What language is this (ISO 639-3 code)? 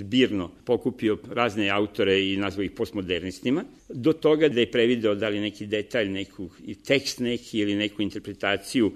srp